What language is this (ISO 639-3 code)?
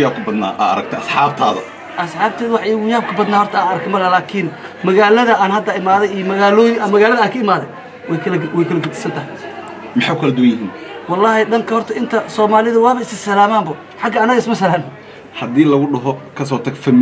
som